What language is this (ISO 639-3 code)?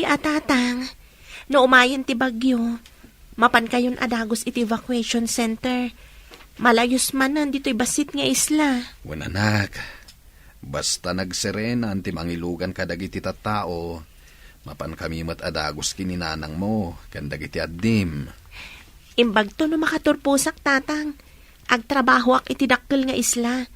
ilo